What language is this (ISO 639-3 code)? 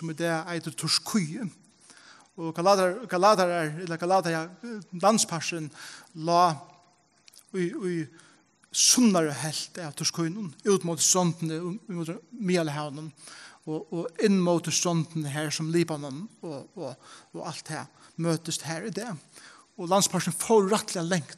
fao